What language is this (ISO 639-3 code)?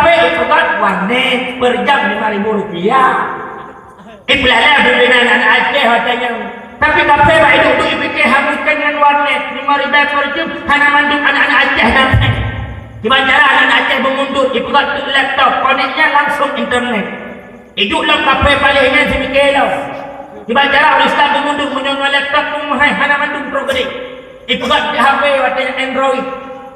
ace